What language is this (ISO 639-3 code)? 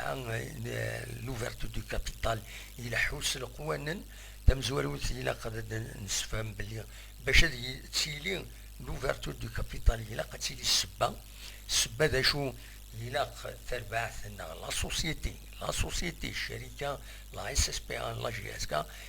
kab